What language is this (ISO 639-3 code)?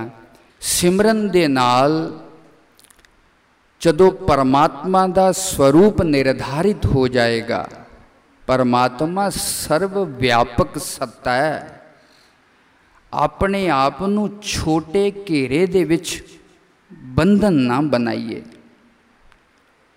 pan